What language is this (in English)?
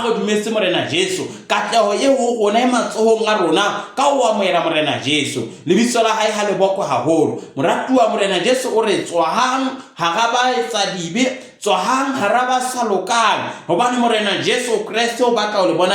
Southern Sotho